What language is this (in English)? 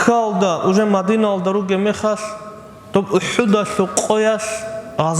Avaric